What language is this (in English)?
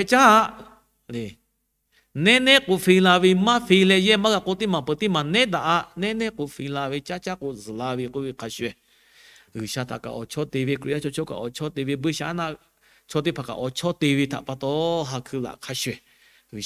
Lahu